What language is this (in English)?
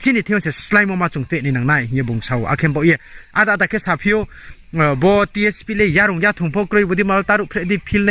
Riang (India)